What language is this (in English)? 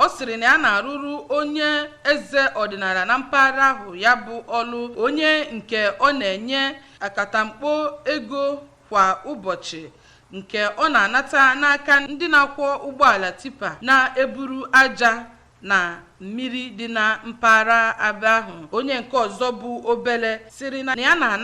Igbo